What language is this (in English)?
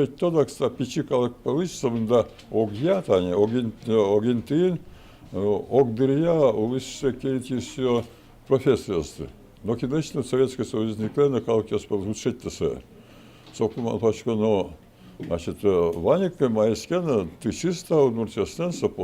Udmurt